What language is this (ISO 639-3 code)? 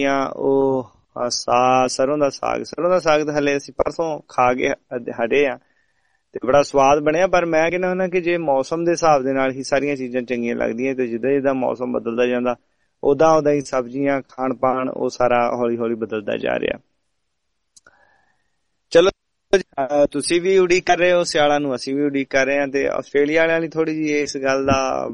pan